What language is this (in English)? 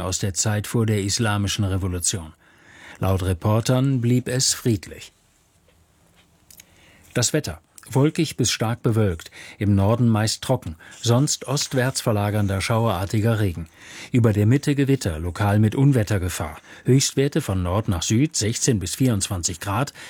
German